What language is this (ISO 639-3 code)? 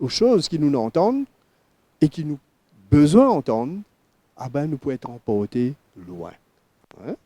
mfe